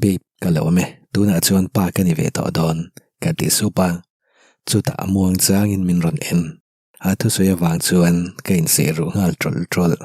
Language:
Mizo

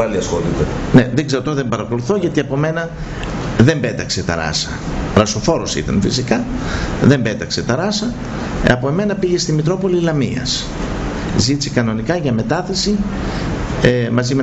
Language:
Greek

